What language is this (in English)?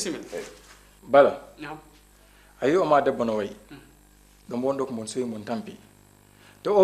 Fula